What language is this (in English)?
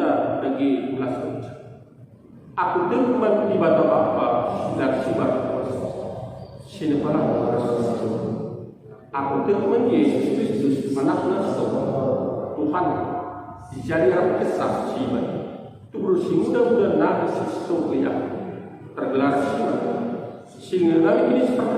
Batak Karo